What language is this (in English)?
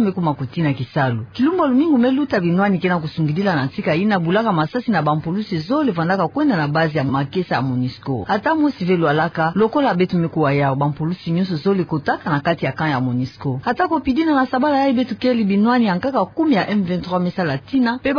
Kituba (Democratic Republic of Congo)